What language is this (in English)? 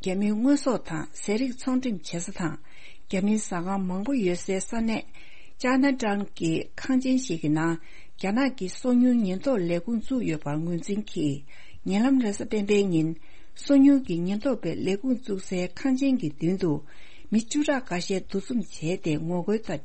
Tibetan